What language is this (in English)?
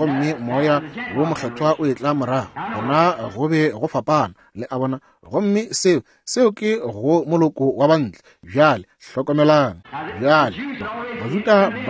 Northern Sotho